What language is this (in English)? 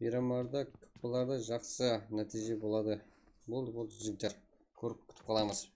Kara-Kalpak